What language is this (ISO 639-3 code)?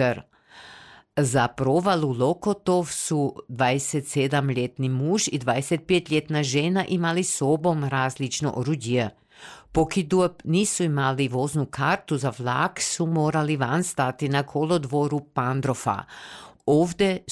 hrv